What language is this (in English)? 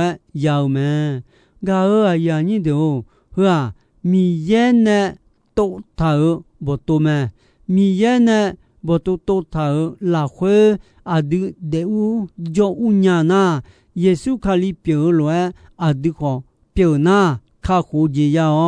Akha